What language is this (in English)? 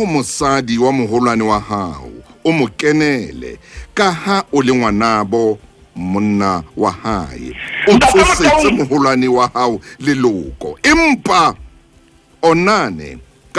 Southern Sotho